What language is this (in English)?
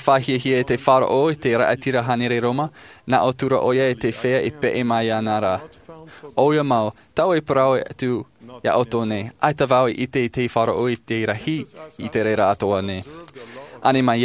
Tahitian